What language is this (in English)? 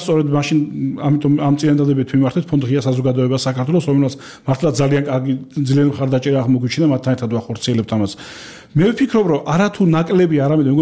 Georgian